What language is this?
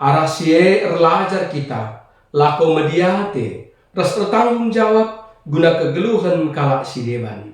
Batak Karo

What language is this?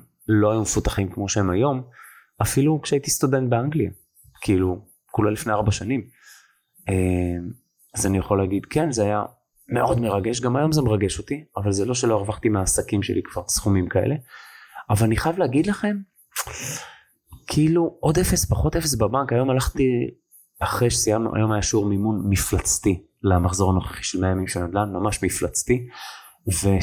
Hebrew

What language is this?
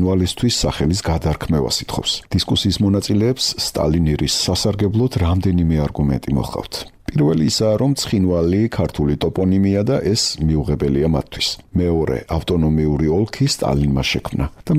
Georgian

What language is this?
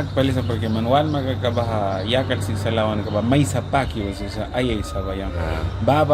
Mískito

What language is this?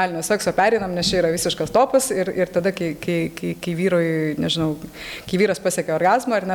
Lithuanian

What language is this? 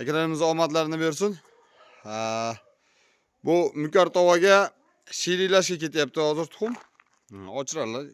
Uzbek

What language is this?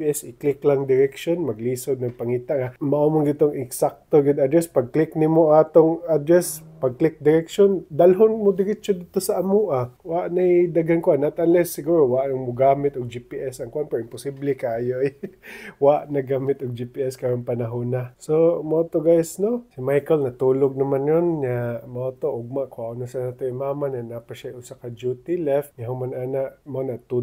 Cebuano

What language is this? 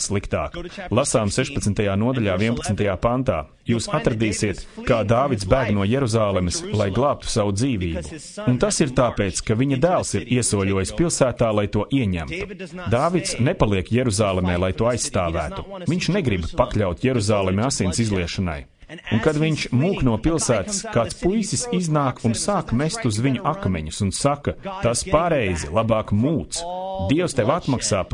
Latvian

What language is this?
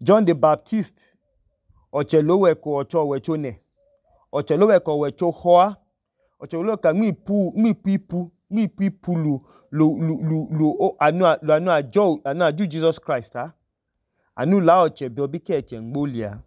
Idoma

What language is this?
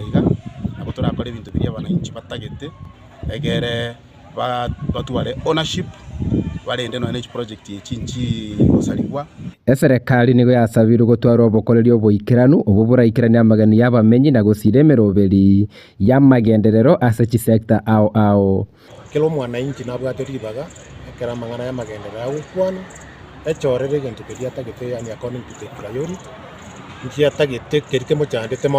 Gusii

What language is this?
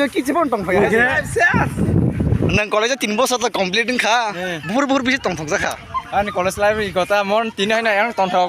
Kok Borok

